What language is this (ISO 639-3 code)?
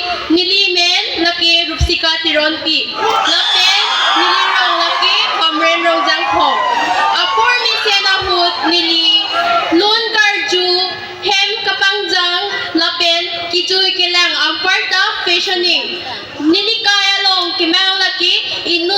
mjw